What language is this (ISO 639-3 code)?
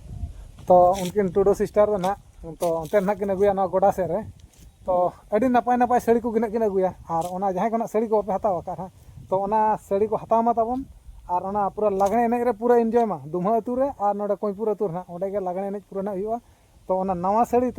sat